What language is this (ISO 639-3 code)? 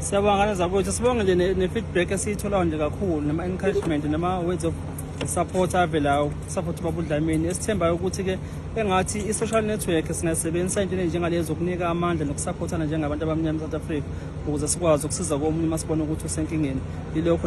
zul